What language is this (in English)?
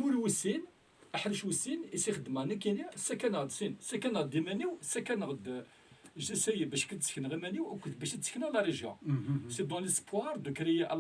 Kabyle